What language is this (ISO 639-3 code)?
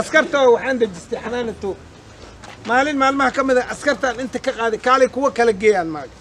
som